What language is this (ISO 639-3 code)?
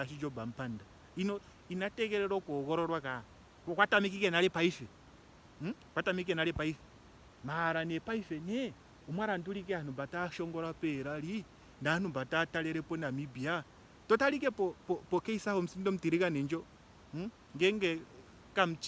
ndo